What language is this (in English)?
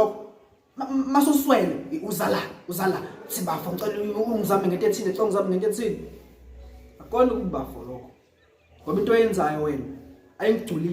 Zulu